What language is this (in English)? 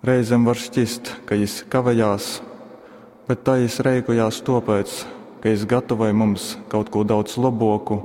Latgalian